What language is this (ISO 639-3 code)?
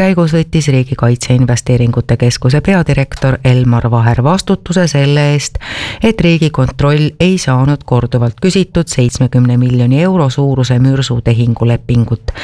est